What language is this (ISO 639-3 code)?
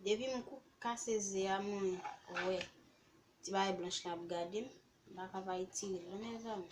hat